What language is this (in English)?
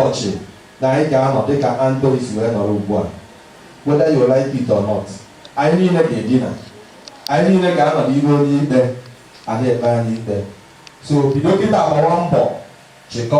Igbo